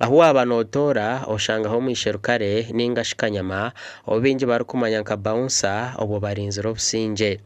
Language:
Nyankole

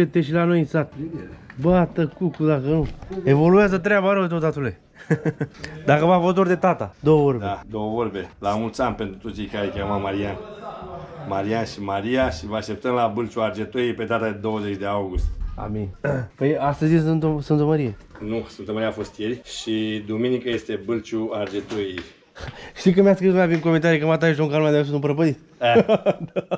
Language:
Romanian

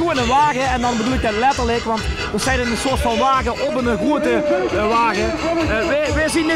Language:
Limburgish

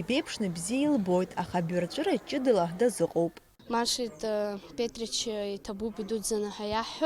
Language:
Abkhazian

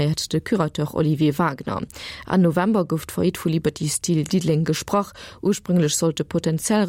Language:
Luxembourgish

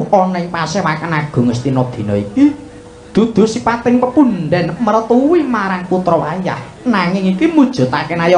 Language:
Javanese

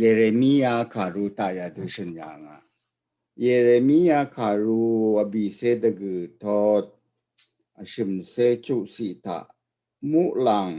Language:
Rawang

